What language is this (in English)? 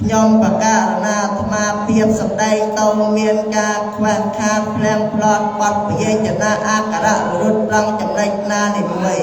Khmer